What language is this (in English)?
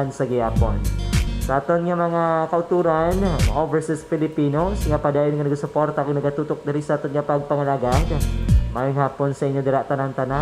Hiligaynon